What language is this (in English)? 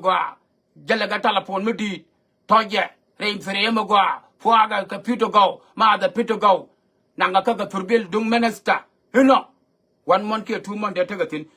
Nuer